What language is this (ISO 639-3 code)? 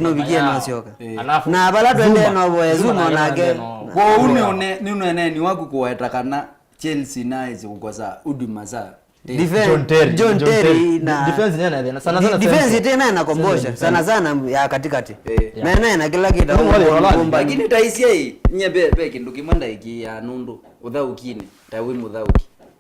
kam